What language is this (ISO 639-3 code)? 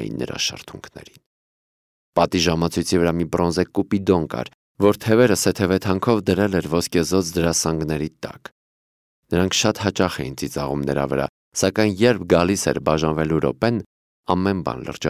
hye